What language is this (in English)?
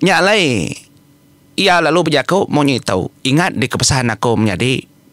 Iban